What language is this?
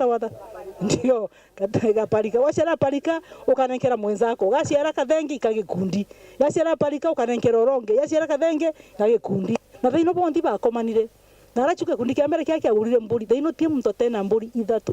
Meru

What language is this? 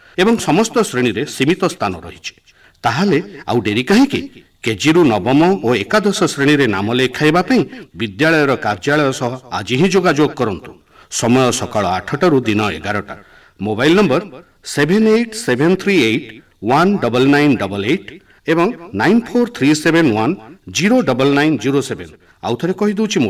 Odia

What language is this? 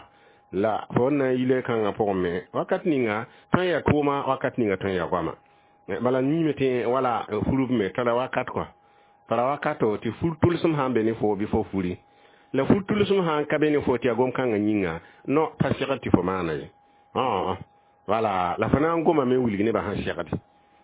Mossi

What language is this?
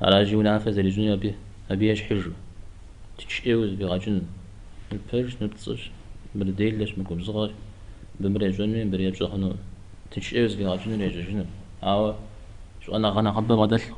Kabardian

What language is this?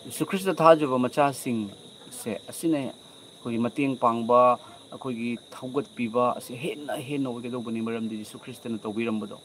Manipuri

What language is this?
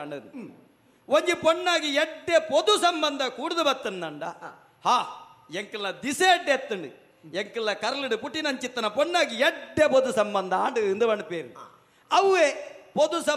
Tulu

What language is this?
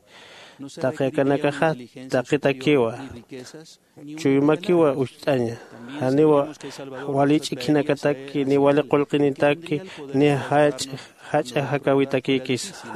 Aymara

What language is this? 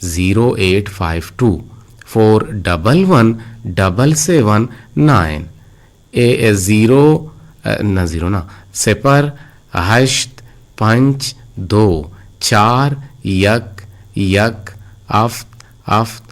Eastern Balochi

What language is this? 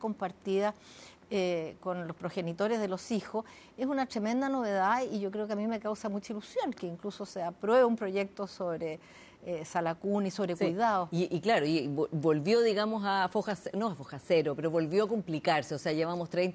Spanish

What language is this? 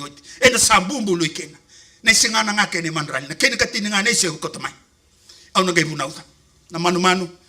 Fijian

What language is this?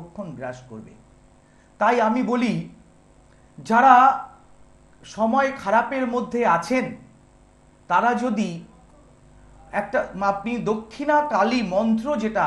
Bangla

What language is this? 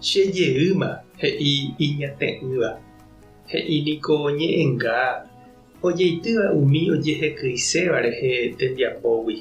Guarani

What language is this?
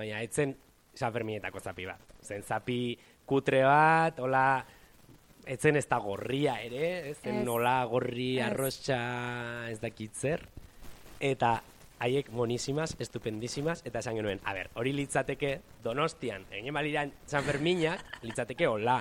Basque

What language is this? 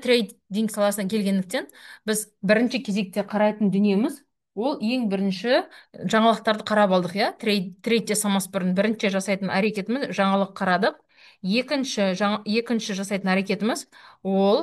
Kazakh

